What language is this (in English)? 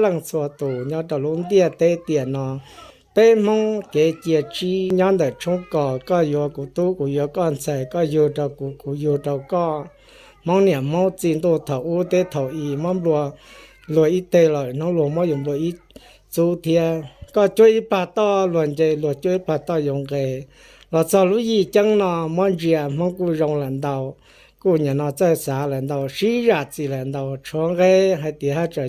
Hmong